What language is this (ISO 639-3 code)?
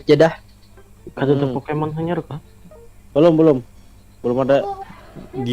bjn